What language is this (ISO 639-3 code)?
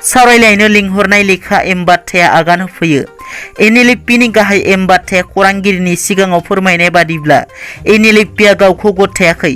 brx